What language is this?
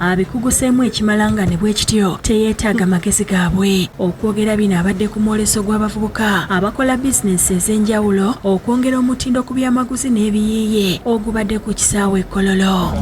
Ganda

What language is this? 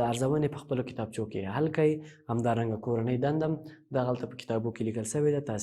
Pashto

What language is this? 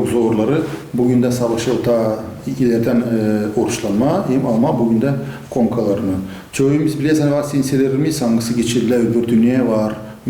Gagauz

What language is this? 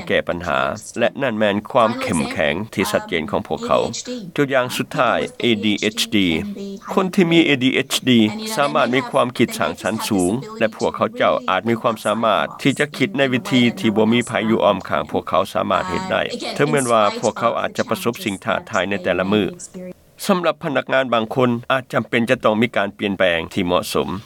Lao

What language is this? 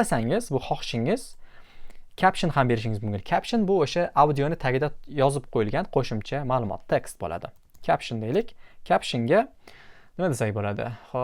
Uzbek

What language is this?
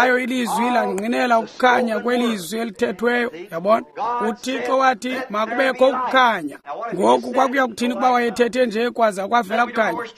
Xhosa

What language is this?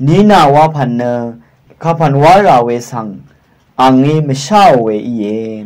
Rawang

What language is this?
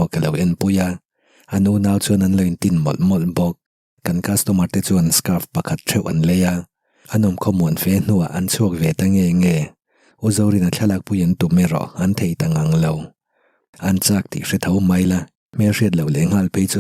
Mizo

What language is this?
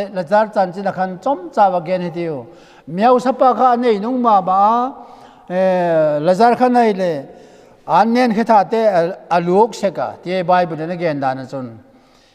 Vaiphei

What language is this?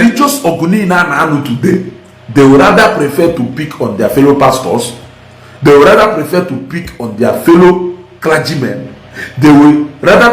Igbo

